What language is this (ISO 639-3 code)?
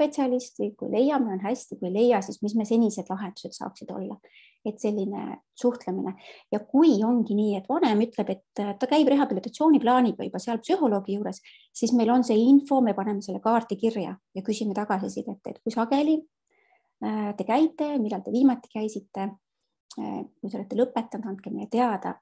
est